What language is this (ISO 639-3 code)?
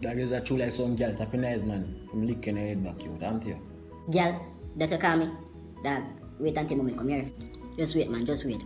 jam